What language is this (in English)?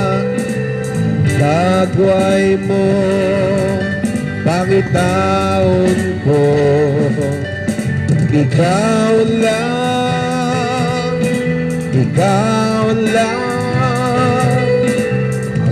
Cebuano